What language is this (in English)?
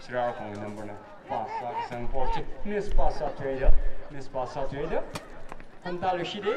Tangkhul Naga (India)